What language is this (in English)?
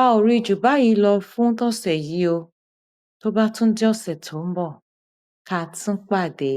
Yoruba